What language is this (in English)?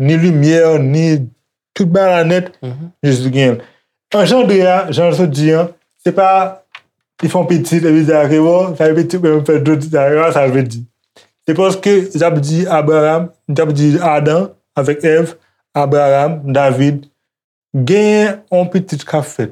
Haitian Creole